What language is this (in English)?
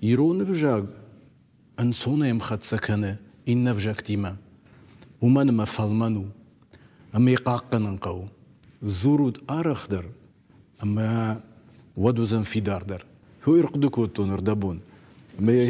Ossetic